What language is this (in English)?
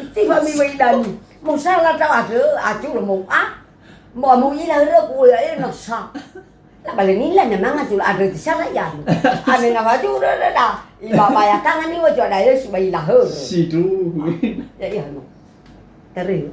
Nias